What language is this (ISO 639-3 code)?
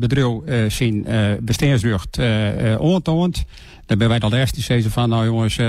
fry